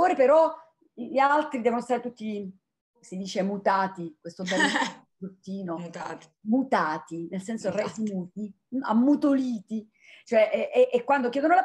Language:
Italian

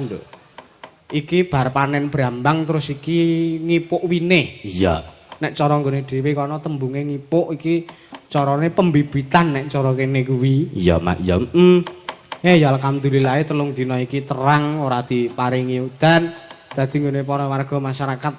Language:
Javanese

